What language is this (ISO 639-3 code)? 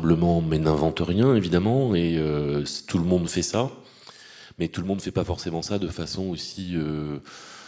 fra